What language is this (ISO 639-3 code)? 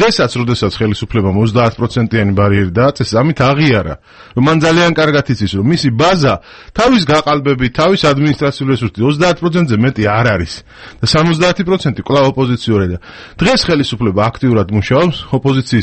kat